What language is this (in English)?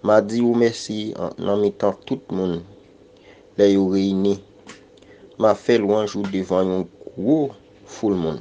Haitian Creole